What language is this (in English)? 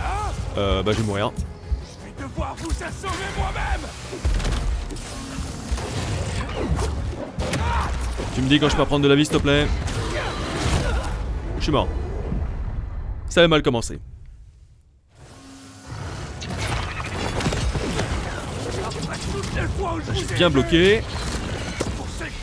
French